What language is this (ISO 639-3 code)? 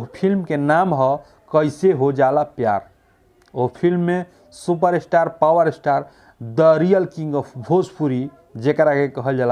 bho